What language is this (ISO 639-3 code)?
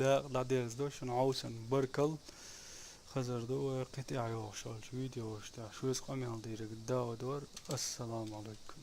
che